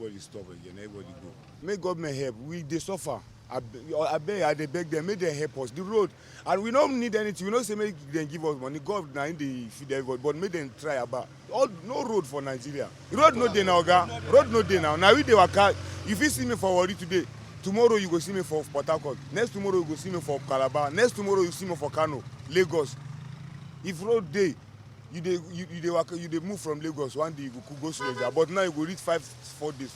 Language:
Nigerian Pidgin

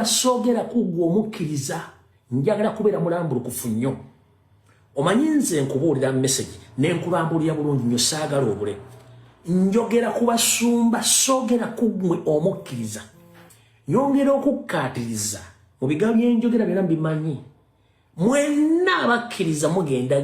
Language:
Ganda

